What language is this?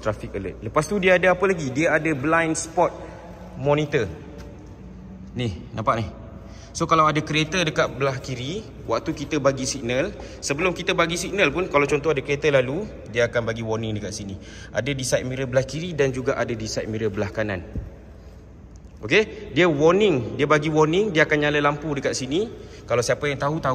Malay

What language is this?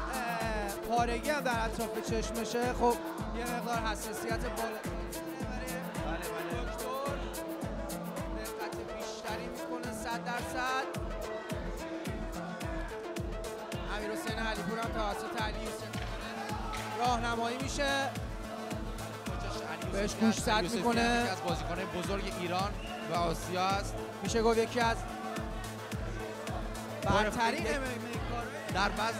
Persian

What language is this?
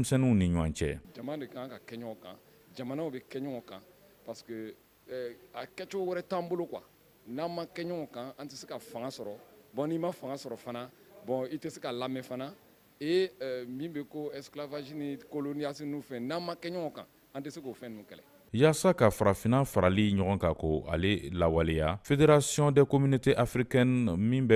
Bambara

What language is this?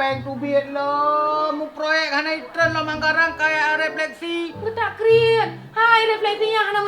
Achinese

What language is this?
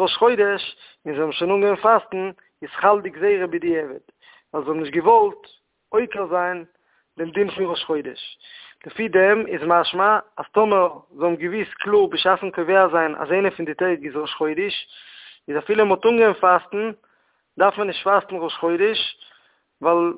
Yiddish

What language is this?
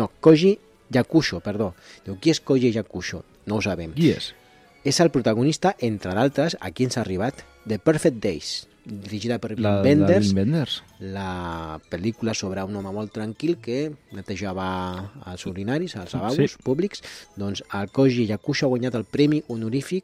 Catalan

